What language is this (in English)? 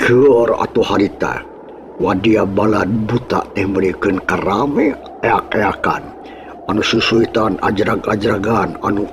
Sundanese